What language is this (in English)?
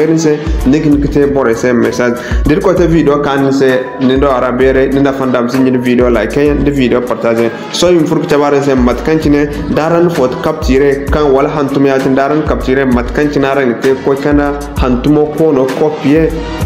Zarma